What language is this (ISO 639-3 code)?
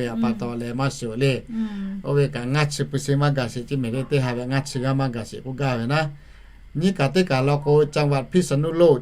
lhu